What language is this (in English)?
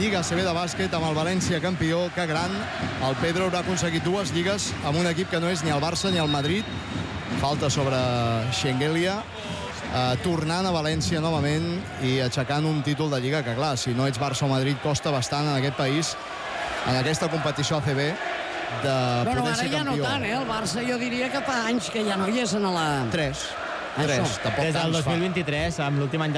Catalan